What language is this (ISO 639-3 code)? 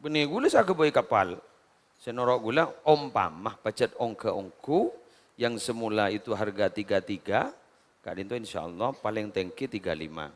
mad